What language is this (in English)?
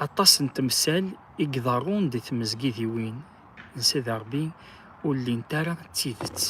Kabyle